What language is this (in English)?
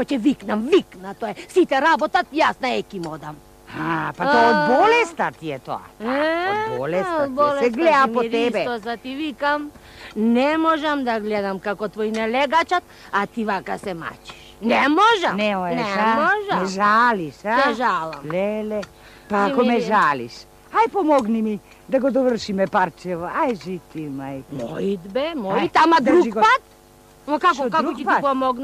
Macedonian